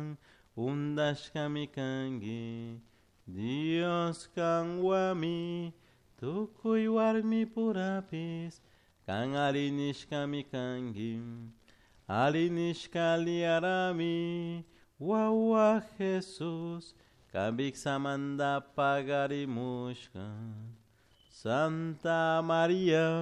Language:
Chimborazo Highland Quichua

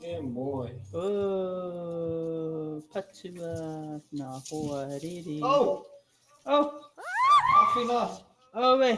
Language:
Māori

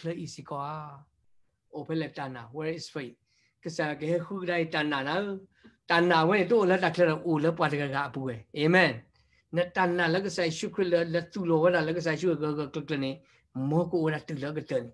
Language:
S'gaw Karen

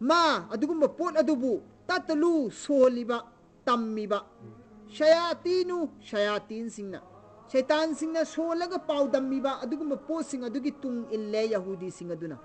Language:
Manipuri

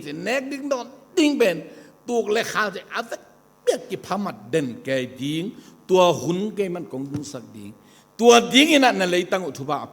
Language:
Tedim Chin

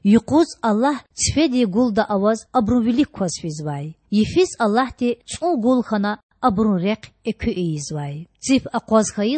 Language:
Lezghian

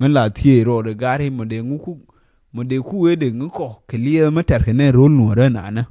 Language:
Nuer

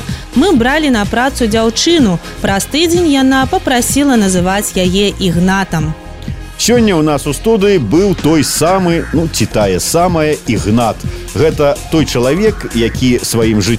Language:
Belarusian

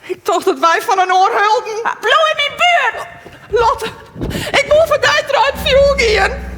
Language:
Western Frisian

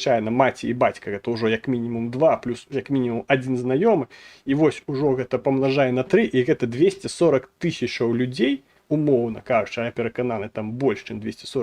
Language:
Belarusian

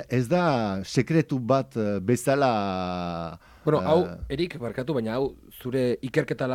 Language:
Basque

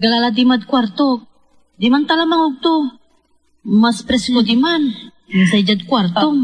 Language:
Pangasinan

